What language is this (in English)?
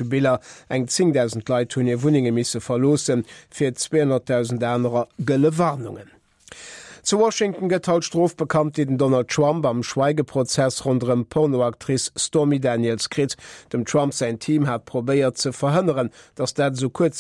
Luxembourgish